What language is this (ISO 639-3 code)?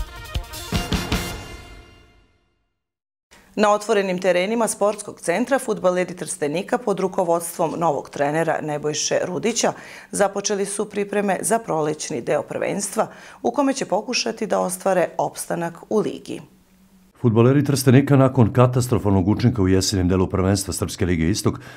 srp